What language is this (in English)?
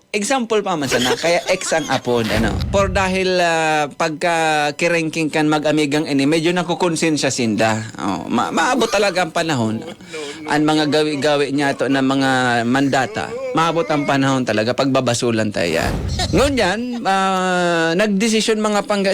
Bikol